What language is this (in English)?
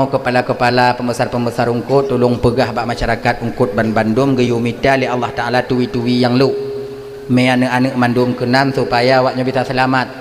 Achinese